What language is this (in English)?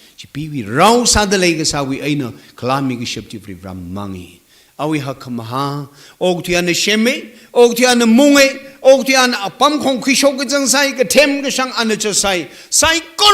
Tangkhul Naga (India)